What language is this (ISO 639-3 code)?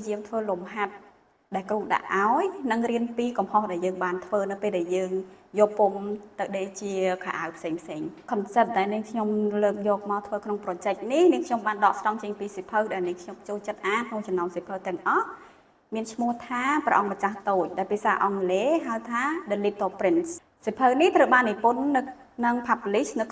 khm